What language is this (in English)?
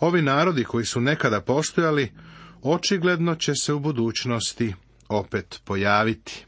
Serbian